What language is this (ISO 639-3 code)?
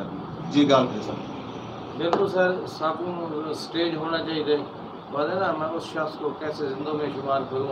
skr